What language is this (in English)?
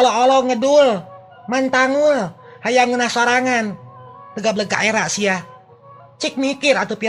Sundanese